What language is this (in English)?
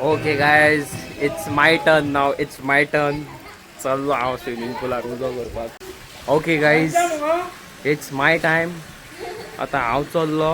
Konkani